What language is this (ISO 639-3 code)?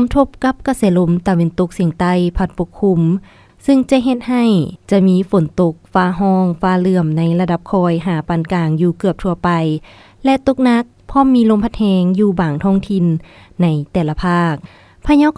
lao